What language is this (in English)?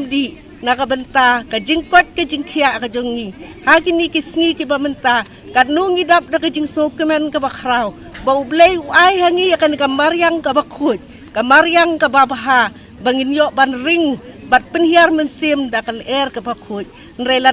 Khasi